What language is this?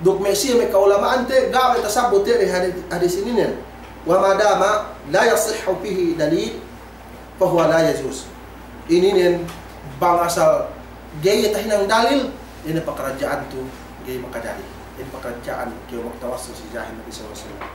Yakan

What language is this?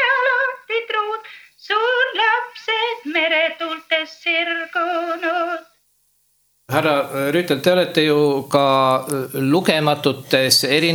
Estonian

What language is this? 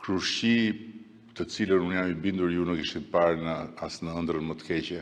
Albanian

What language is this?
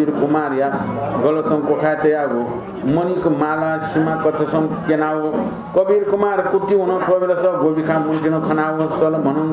Newari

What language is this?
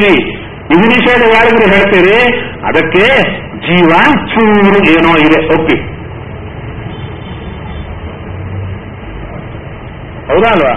Kannada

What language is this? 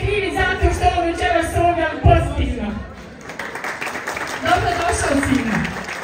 Croatian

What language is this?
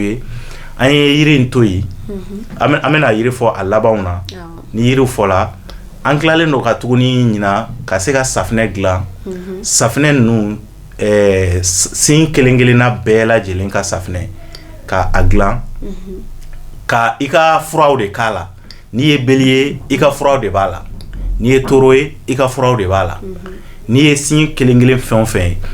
Bambara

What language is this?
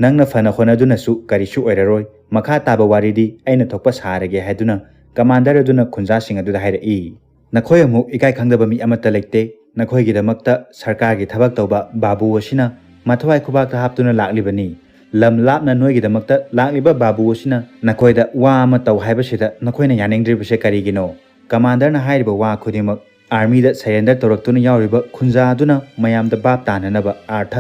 Manipuri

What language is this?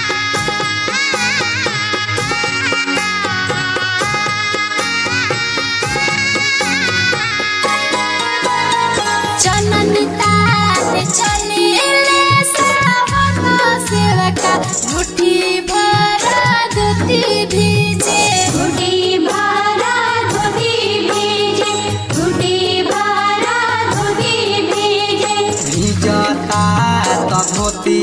Bhojpuri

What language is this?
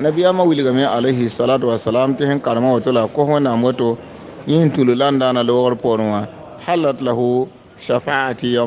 Mossi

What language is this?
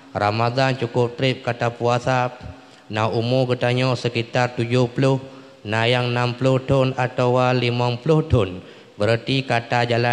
Achinese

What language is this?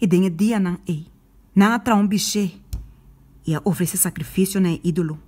Papiamento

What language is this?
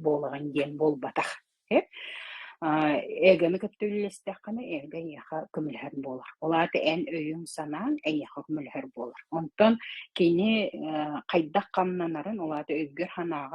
Yakut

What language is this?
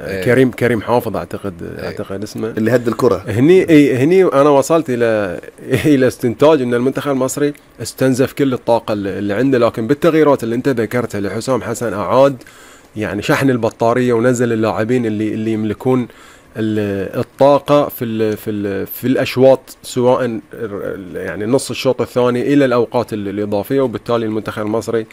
Gulf Arabic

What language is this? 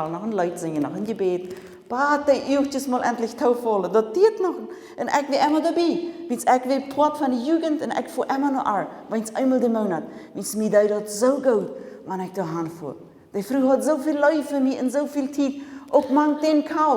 Plautdietsch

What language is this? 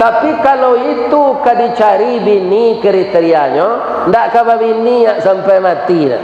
Minangkabau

